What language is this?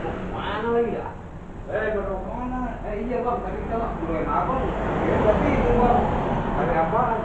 Betawi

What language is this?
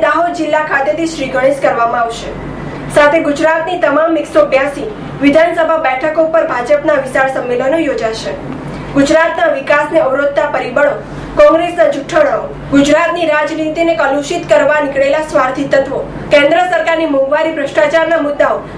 Gujarati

